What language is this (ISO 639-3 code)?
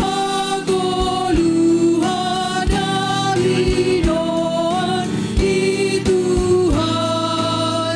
bts